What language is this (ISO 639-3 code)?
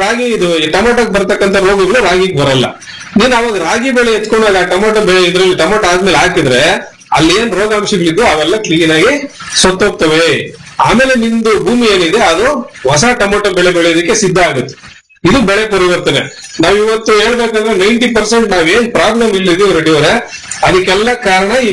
kan